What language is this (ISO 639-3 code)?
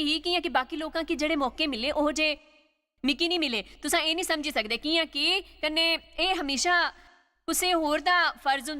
doi